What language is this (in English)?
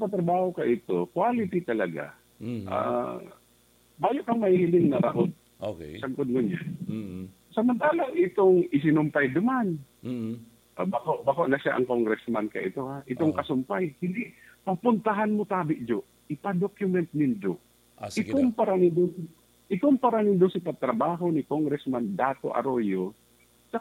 Bikol